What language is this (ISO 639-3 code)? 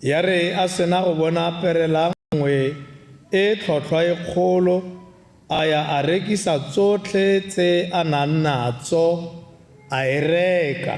tsn